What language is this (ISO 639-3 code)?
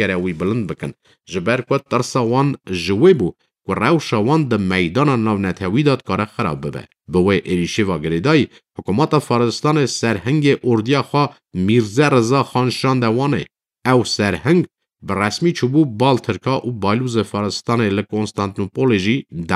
kur